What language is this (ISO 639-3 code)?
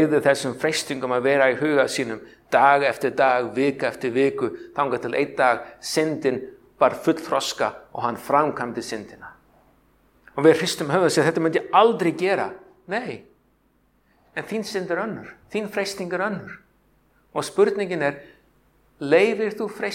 isl